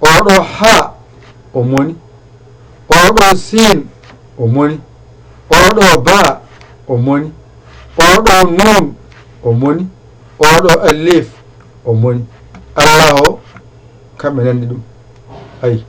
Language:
Fula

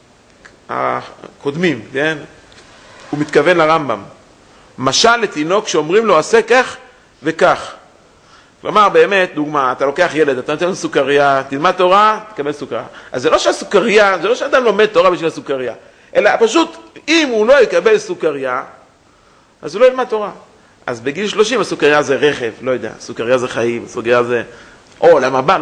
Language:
Hebrew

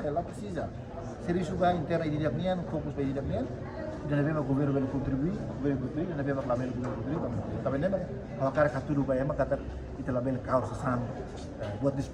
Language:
Tetum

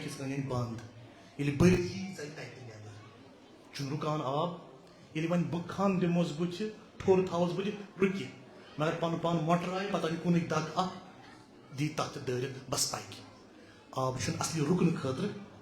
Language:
Kashmiri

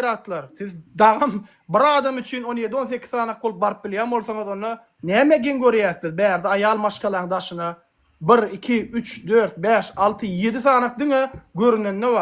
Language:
Turkmen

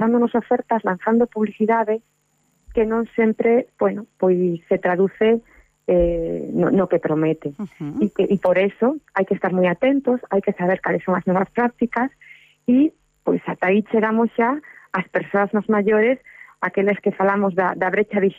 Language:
Galician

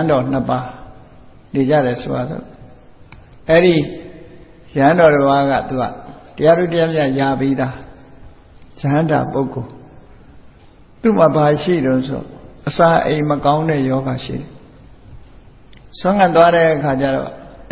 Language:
Burmese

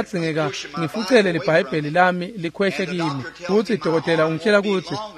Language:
Swati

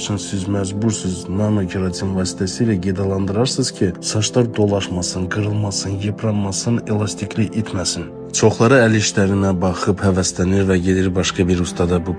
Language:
Azerbaijani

